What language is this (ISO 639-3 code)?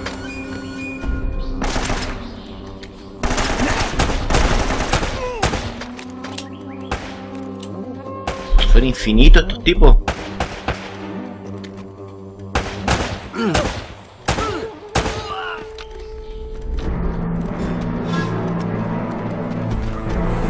spa